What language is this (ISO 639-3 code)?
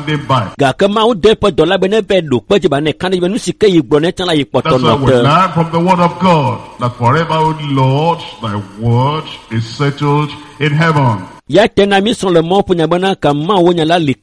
ewe